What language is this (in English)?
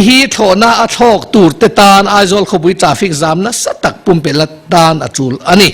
Mizo